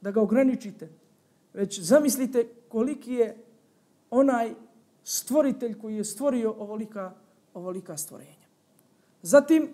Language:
Bosnian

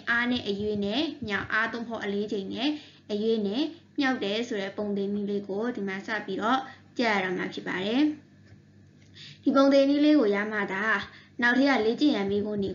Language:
Burmese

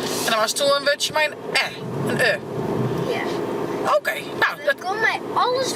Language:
Western Frisian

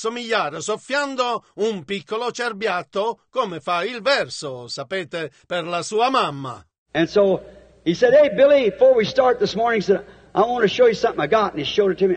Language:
Italian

